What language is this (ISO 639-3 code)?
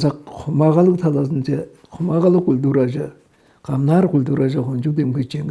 tyv